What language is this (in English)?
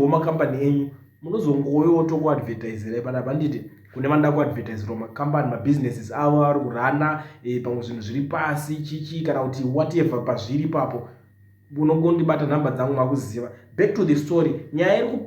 Shona